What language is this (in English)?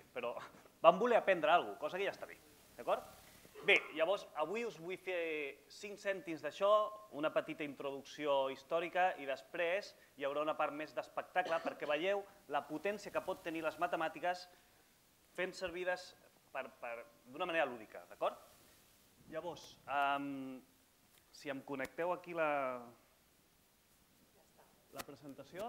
Catalan